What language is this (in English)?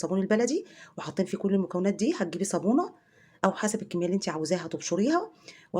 Egyptian Arabic